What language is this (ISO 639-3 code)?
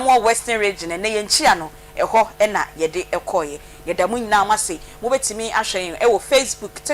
aka